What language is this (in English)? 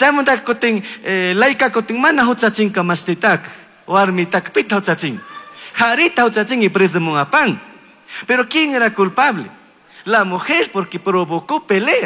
Chimborazo Highland Quichua